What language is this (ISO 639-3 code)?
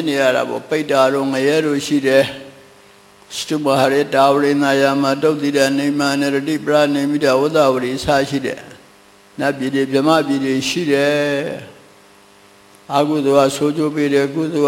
mya